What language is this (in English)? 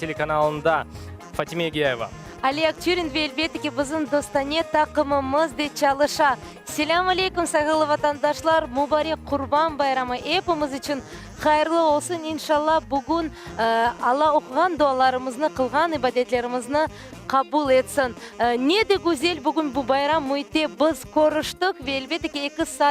Crimean Tatar